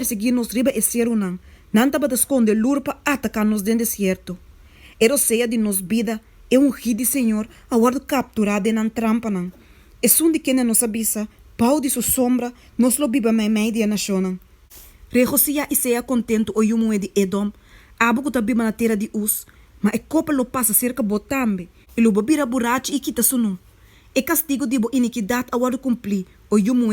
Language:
Papiamento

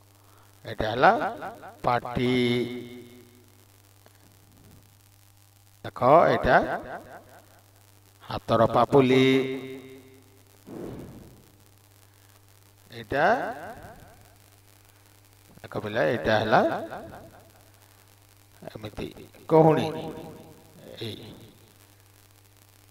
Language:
Odia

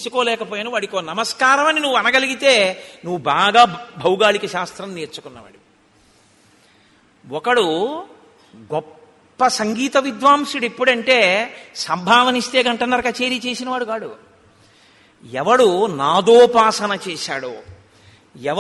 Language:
Telugu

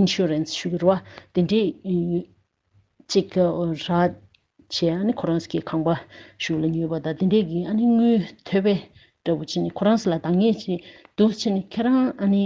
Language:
Tibetan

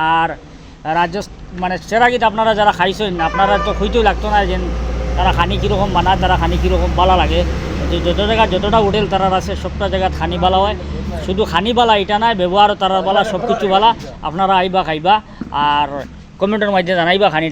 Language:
Sylheti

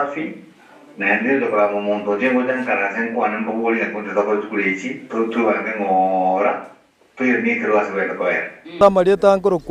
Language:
Gusii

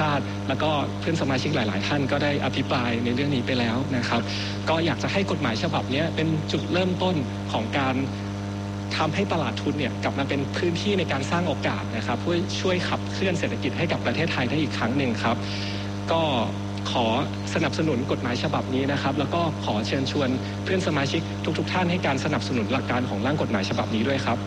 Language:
Thai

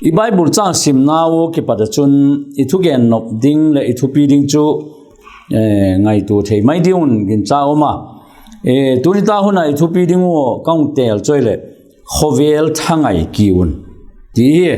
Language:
Vaiphei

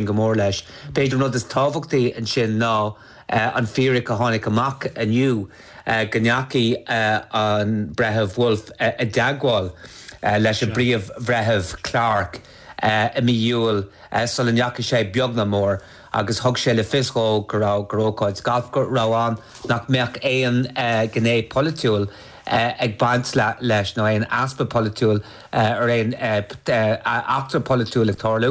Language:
Irish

